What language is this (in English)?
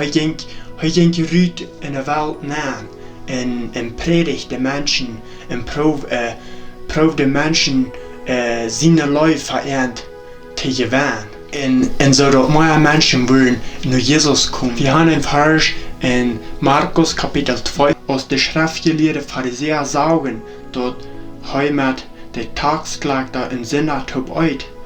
Plautdietsch